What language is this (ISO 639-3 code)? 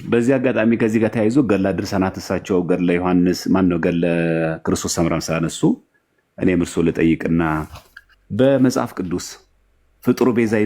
amh